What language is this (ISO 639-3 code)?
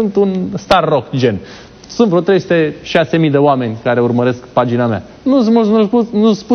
ron